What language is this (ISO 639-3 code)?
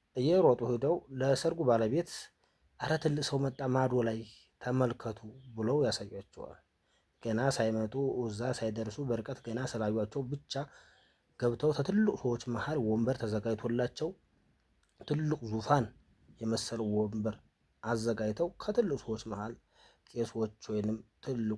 amh